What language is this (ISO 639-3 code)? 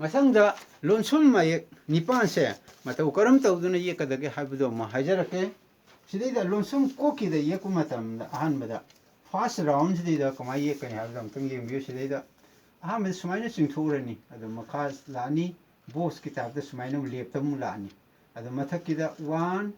mni